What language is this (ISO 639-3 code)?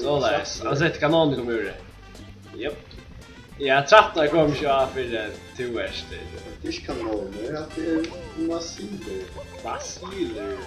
fao